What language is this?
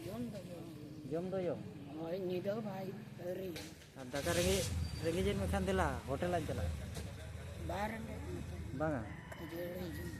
Santali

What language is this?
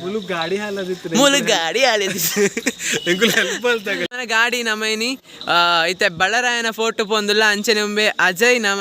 Tulu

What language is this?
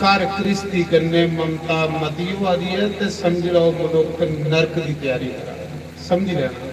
Dogri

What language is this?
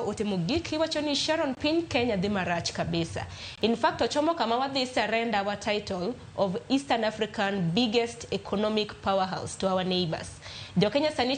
Luo (Kenya and Tanzania)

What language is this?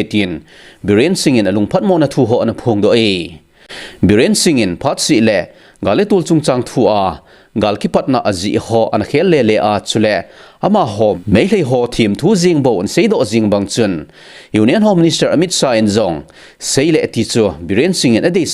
Thado Chin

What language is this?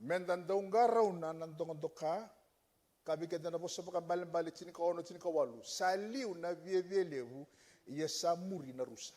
Fijian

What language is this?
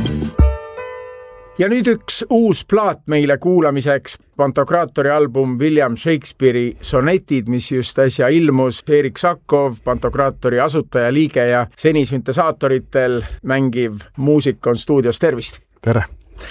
Estonian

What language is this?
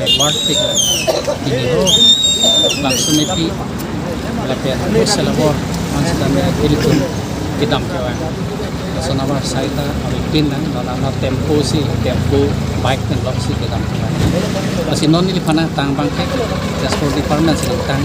Karbi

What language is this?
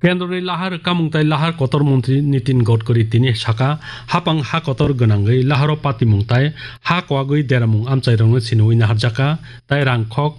Kok Borok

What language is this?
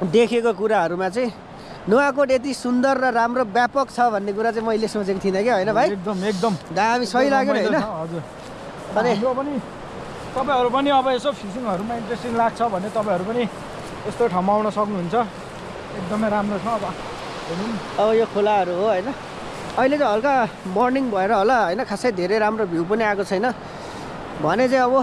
Nepali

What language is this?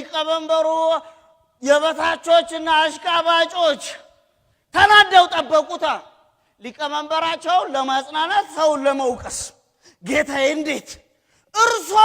Amharic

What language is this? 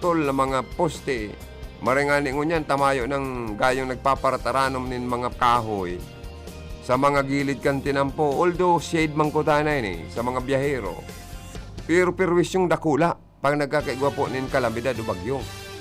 Bikol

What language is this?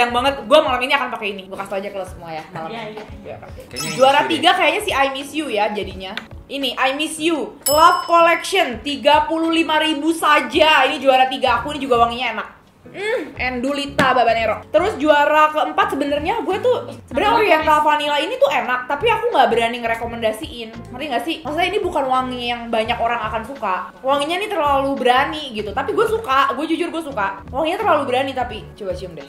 Indonesian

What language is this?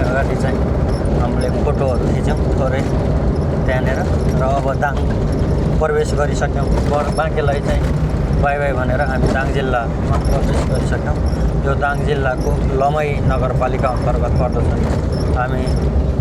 Nepali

